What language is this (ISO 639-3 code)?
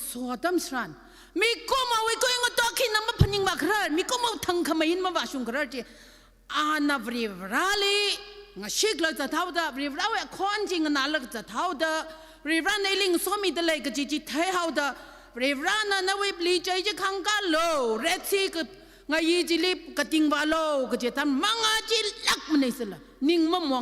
nmf